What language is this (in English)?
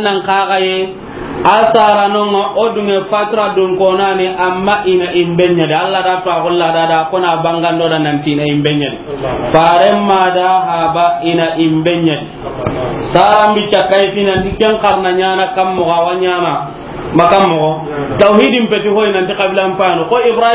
Soninke